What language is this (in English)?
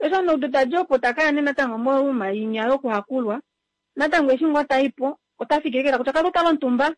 Kuanyama